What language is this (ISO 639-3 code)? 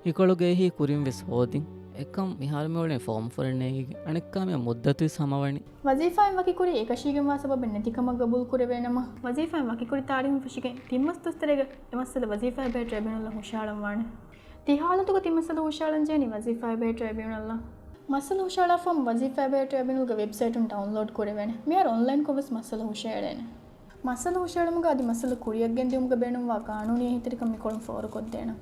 div